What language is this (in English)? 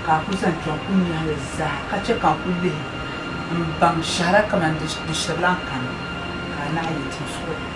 Dagbani